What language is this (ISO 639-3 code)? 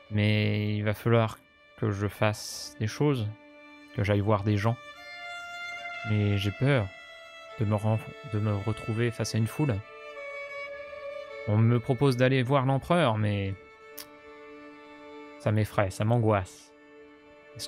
fra